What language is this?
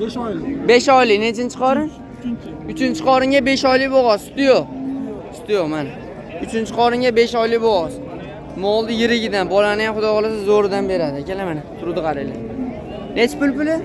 Uzbek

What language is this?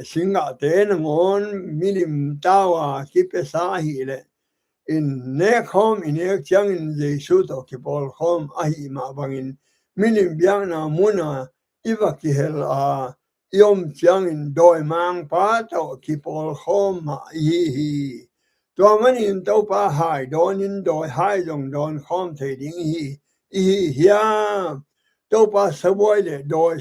Tedim Chin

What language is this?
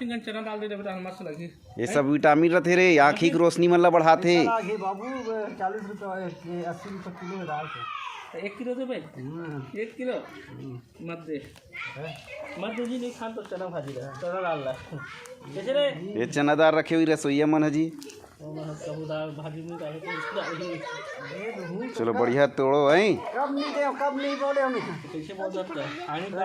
Chhattisgarhi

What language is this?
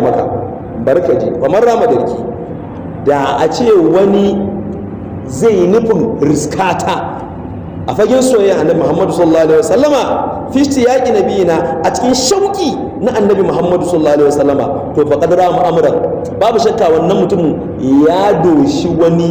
Hausa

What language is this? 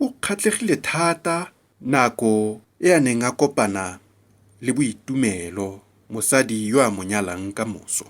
Tswana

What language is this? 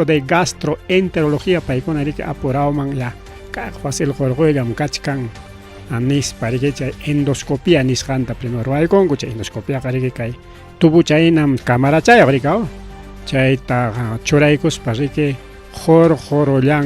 Ayacucho Quechua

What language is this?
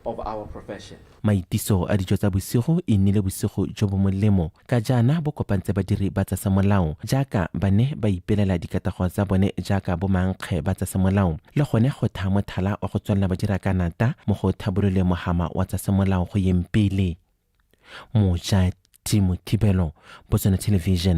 Tswana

